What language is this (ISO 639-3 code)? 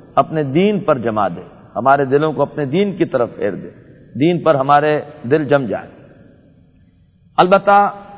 urd